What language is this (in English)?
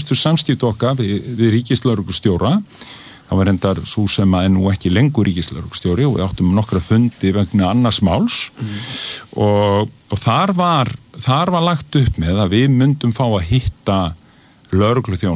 Icelandic